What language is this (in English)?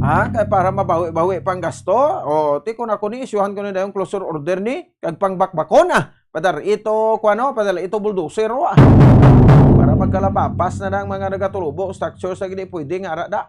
Hiligaynon